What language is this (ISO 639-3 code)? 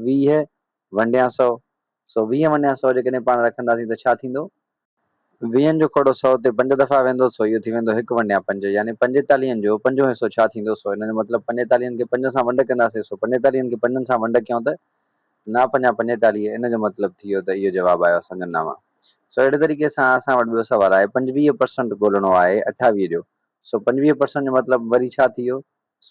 snd